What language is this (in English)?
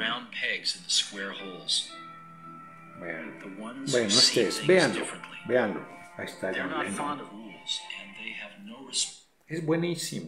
Spanish